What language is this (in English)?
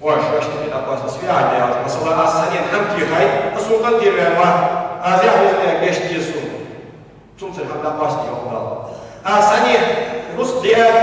Ingush